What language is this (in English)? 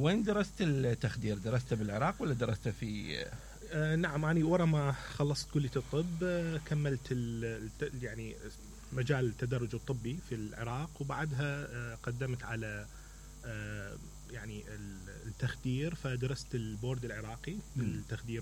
Mesopotamian Arabic